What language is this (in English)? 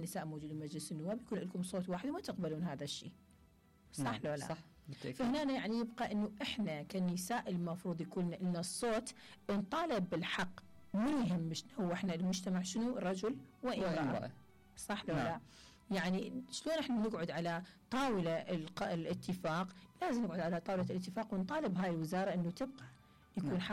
Mesopotamian Arabic